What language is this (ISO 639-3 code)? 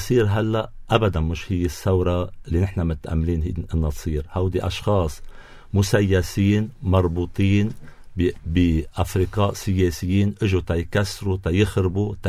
apc